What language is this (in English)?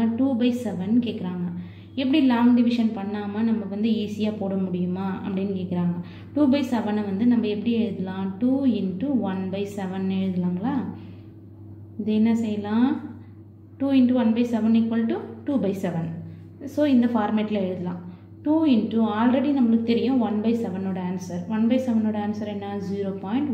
Tamil